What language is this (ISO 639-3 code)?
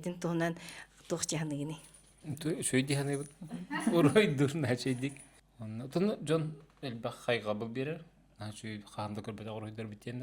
sah